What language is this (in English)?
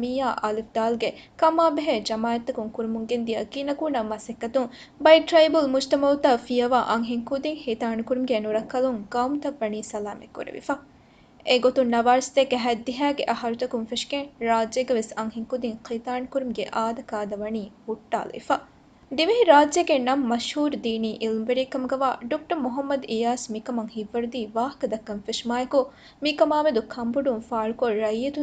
Divehi